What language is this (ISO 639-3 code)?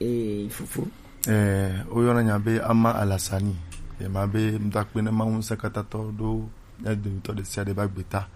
gej